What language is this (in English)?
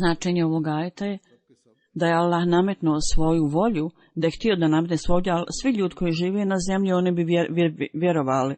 Bosnian